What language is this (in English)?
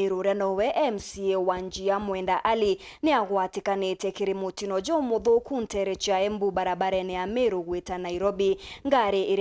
Meru